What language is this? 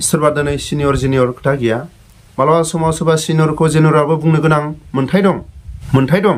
Bodo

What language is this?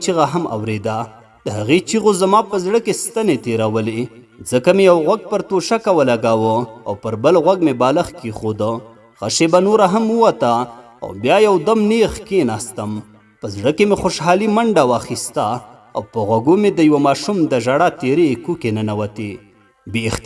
Pashto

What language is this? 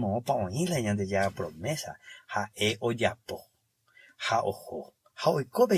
Guarani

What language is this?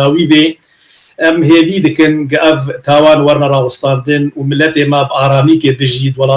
Kurdish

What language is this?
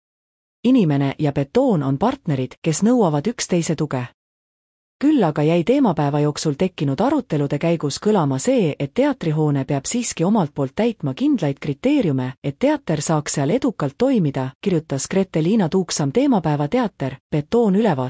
Estonian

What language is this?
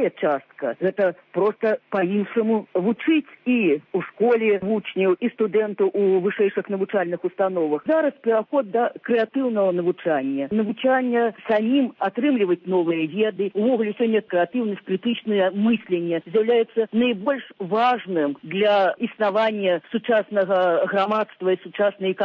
Belarusian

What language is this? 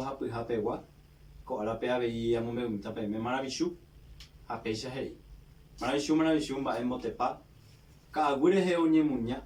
Guarani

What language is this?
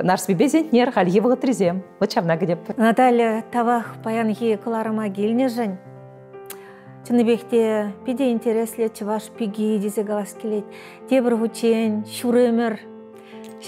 Chuvash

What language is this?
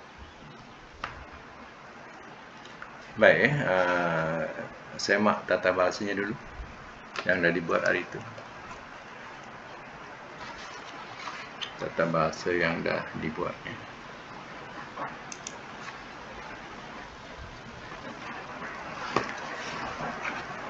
Malay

